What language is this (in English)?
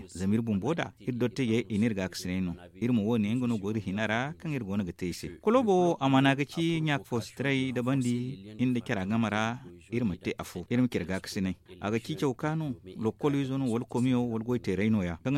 Zarma